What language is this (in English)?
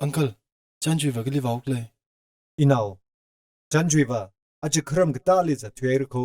Tangkhul Naga (India)